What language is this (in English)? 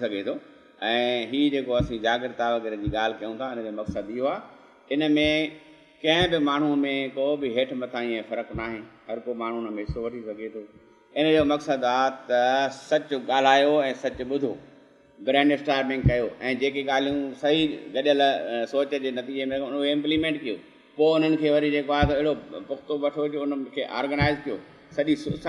Sindhi